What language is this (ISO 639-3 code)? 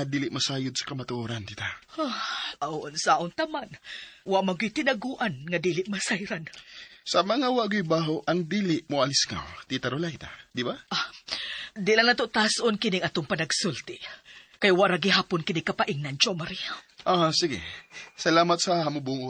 ceb